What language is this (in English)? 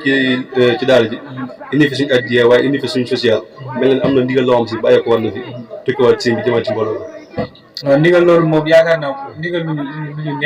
Wolof